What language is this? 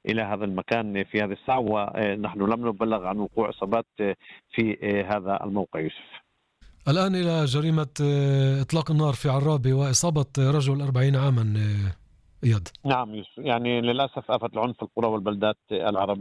Arabic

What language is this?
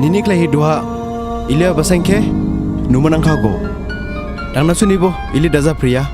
Dimasa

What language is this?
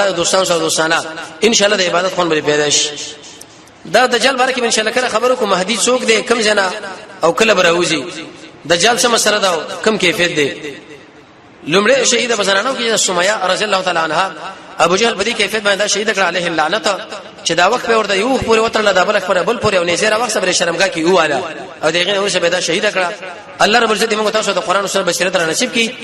Pashto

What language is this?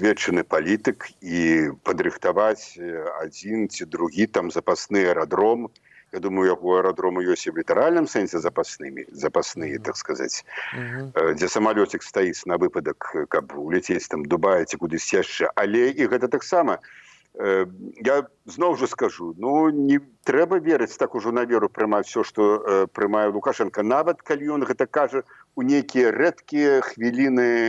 Belarusian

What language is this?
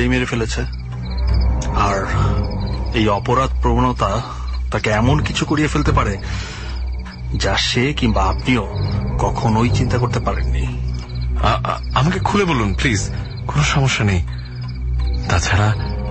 Bangla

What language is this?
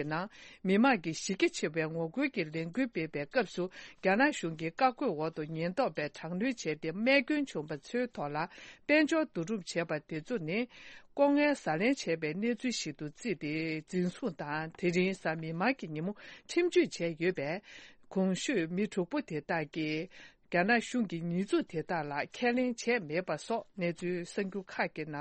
Tibetan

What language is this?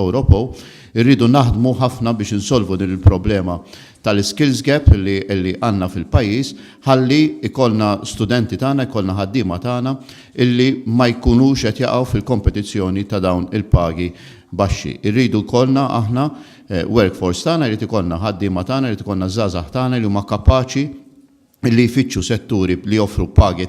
Maltese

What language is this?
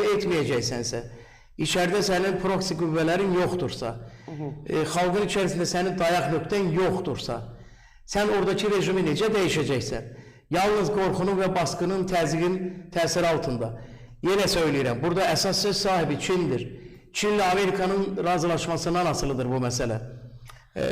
Azerbaijani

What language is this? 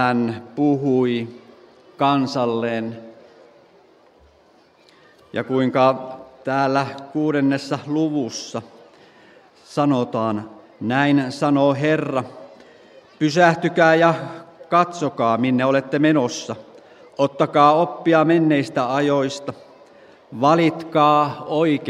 Finnish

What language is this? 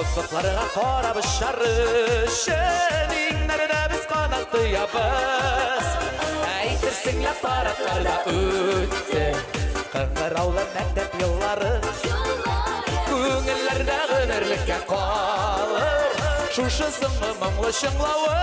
Bashkir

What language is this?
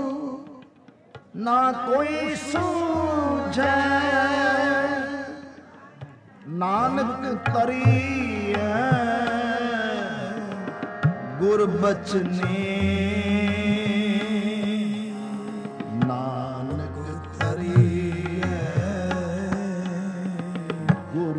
Punjabi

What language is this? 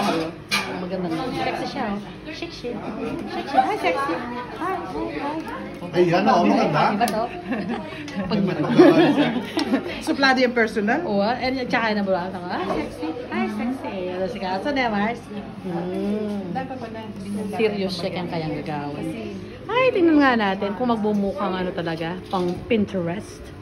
Filipino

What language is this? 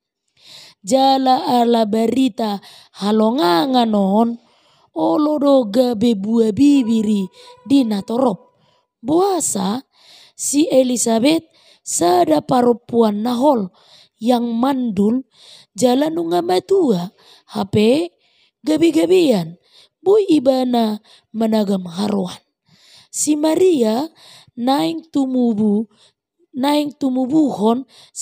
Batak Toba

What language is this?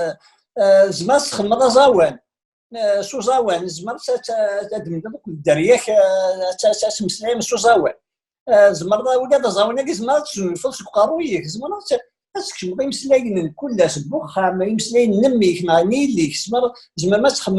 Kabyle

